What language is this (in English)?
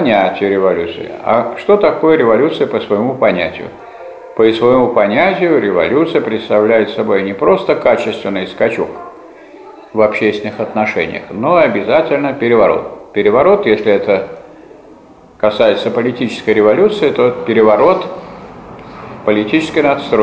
Russian